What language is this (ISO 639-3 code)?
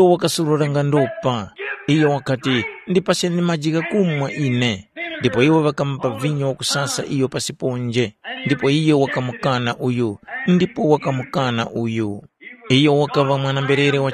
tum